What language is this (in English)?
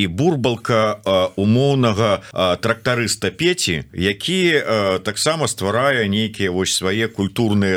Belarusian